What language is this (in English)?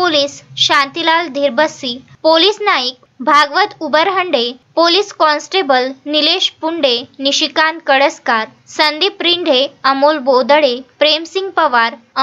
Marathi